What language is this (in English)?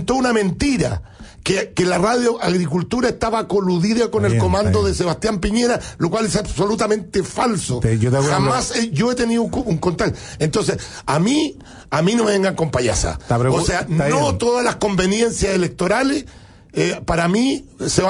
Spanish